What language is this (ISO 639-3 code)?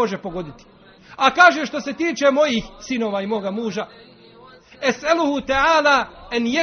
bos